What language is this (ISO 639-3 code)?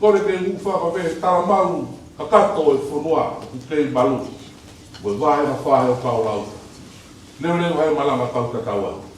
ton